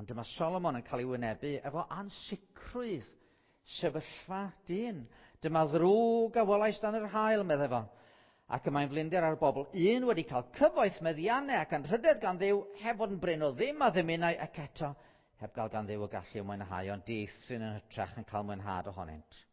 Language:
Welsh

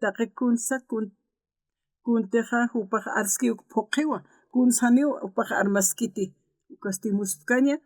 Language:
Aymara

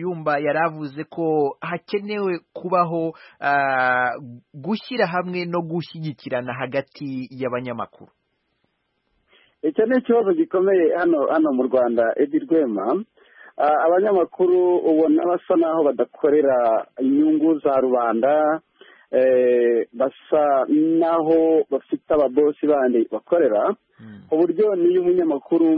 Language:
Kinyarwanda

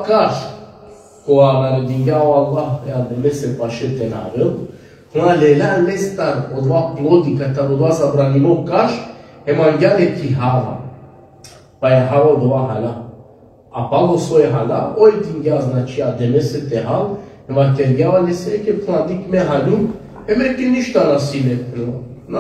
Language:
Balkan Romani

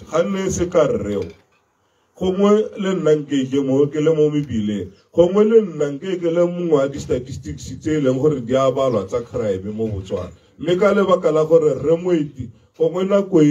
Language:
Tswana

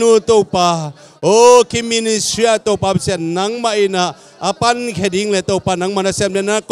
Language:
Tedim Chin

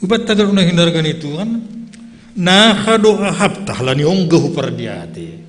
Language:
Batak Simalungun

